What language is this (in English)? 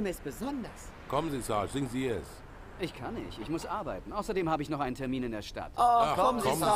German